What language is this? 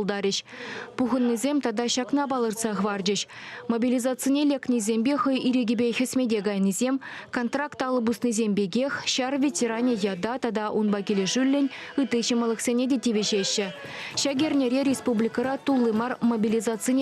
Chuvash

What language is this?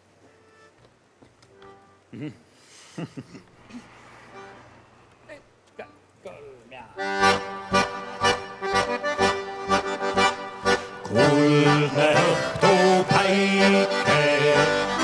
Estonian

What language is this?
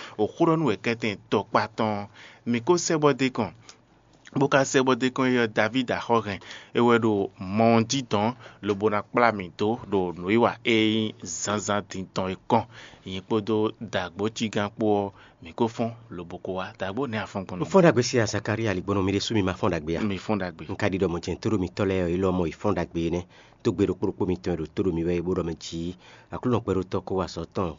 Fon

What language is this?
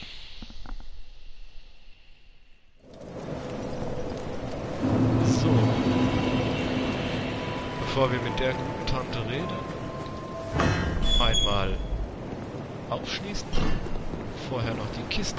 German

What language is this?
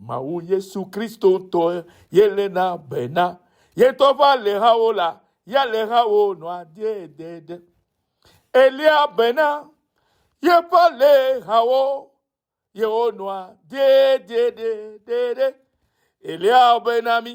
Ewe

